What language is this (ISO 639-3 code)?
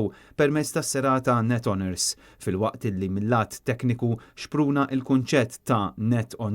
mlt